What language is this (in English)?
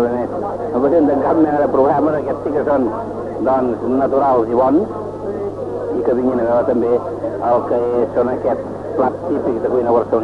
Catalan